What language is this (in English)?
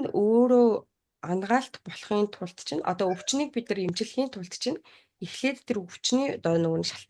Mongolian